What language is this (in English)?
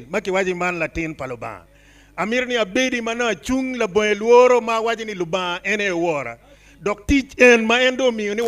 Acoli